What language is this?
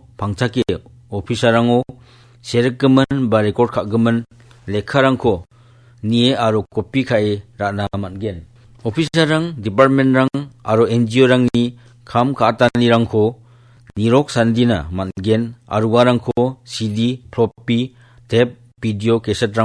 Garo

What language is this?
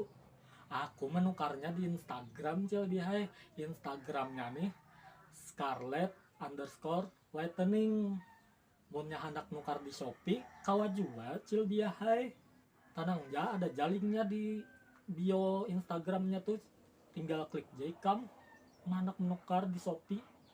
Banjar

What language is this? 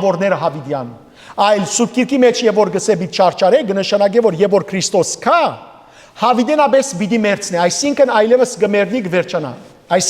Western Armenian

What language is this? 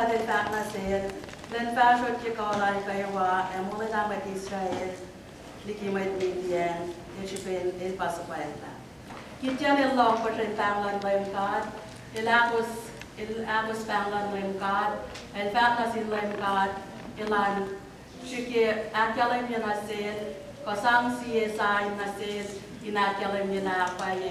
Kosraean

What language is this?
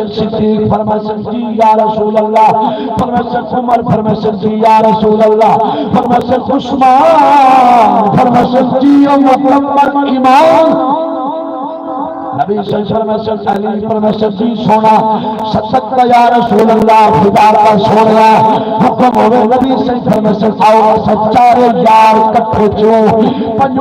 Saraiki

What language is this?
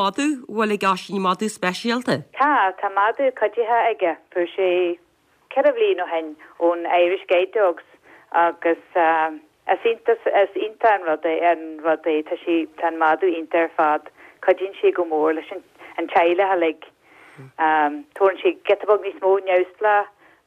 Irish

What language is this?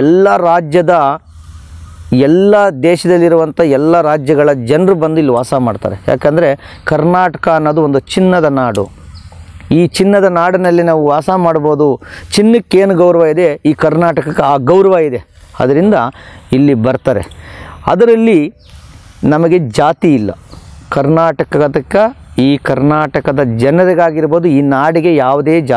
Kannada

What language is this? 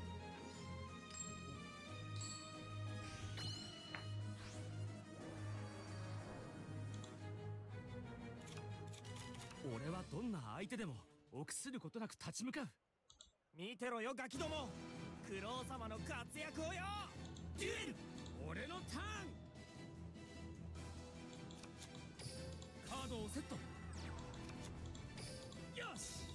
Japanese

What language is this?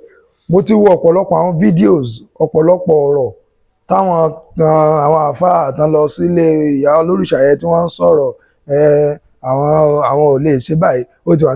Yoruba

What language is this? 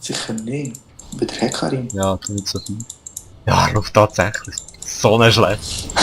Swiss German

